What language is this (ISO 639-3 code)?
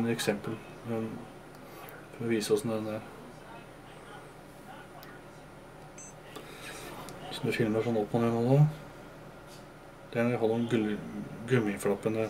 nor